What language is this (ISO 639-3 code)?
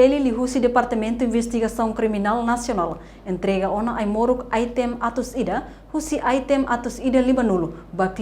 tet